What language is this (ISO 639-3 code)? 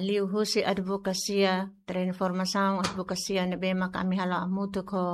tet